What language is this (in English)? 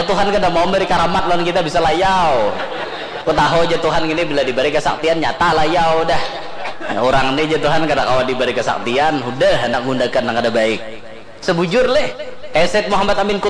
Banjar